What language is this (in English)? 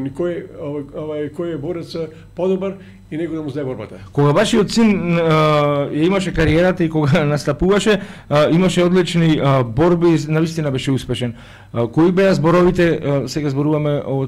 Macedonian